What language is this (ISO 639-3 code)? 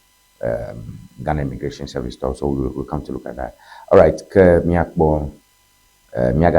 ewe